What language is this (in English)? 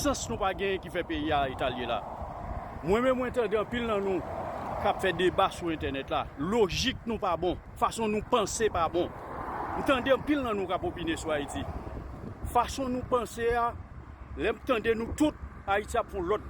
Haitian Creole